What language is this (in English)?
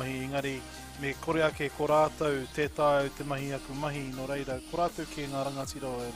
Māori